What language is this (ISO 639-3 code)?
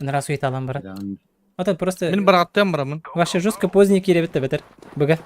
sah